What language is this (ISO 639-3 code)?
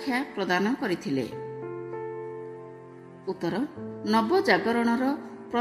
ori